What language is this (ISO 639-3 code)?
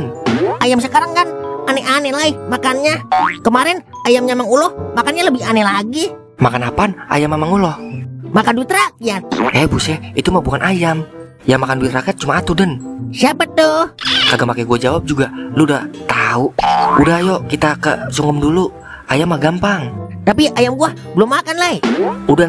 bew